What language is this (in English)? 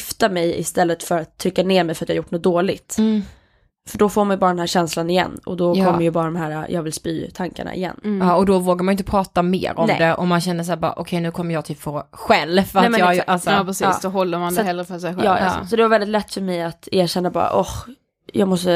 Swedish